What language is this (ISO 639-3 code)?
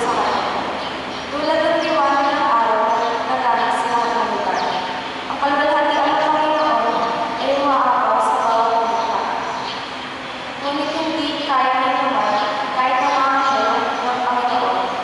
fil